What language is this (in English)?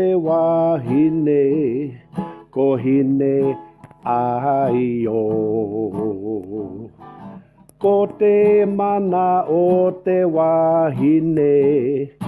Māori